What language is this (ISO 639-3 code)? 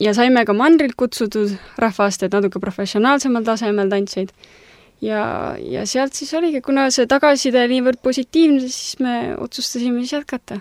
est